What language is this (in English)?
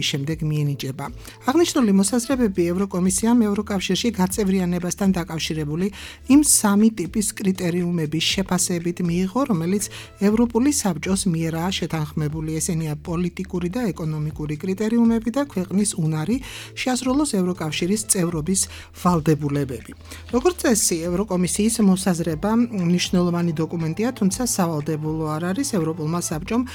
Georgian